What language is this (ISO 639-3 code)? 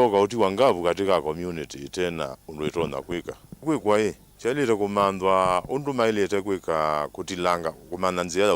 kam